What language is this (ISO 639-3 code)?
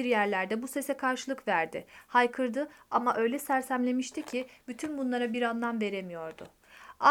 tur